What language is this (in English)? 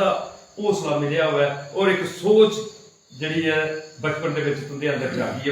Dogri